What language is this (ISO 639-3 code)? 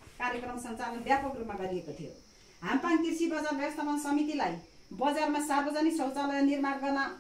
nep